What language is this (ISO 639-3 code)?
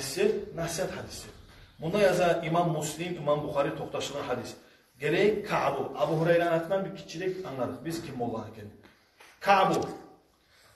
kum